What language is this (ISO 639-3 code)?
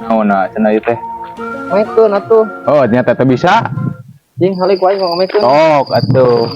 sun